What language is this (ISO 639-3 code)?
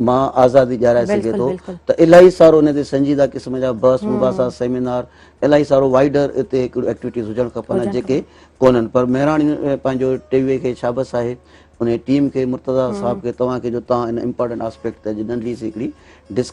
snd